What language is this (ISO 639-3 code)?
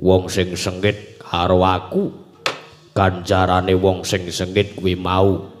jav